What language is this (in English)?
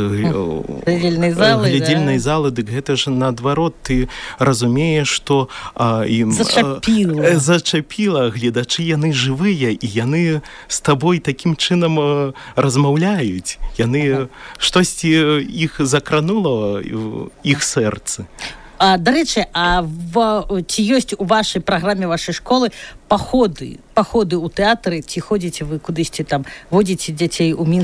Belarusian